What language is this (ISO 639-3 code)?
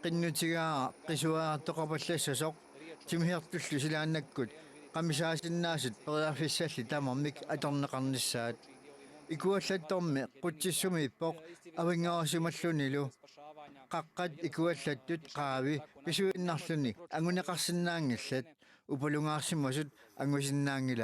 kal